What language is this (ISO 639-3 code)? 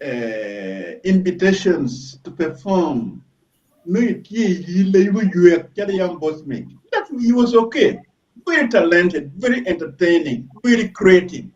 ach